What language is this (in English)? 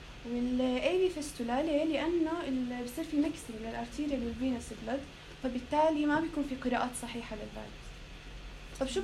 North Levantine Arabic